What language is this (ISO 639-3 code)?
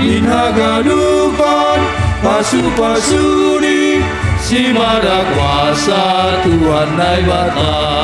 bts